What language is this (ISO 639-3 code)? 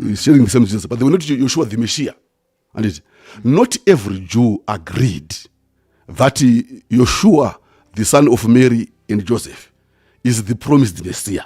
sna